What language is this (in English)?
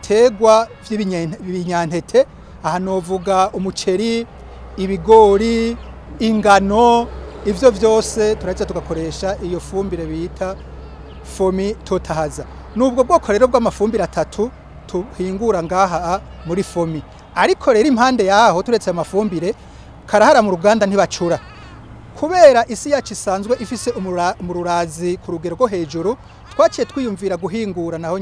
Rundi